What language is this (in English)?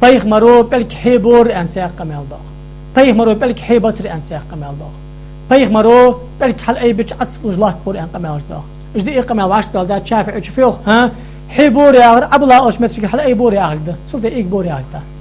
Ingush